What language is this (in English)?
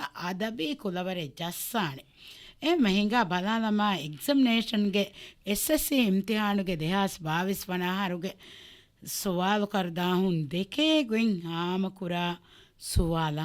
Divehi